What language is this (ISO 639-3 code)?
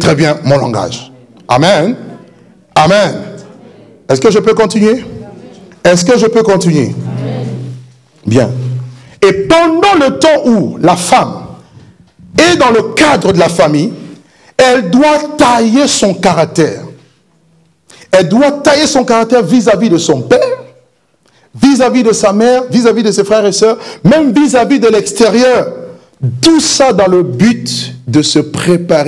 fra